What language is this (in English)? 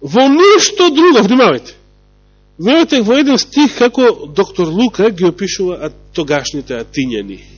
Macedonian